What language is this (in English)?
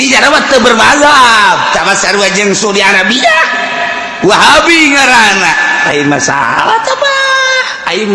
Sundanese